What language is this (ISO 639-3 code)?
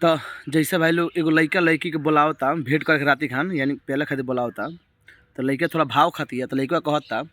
bho